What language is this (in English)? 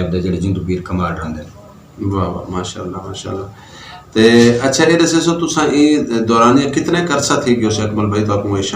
Western Panjabi